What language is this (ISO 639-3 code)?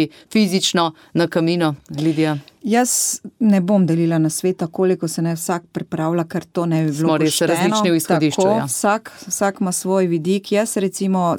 slv